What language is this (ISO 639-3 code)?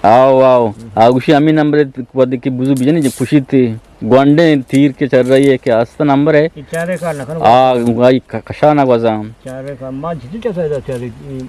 bgp